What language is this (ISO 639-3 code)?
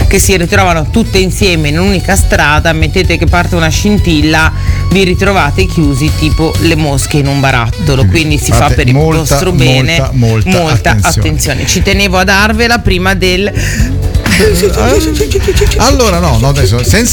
ita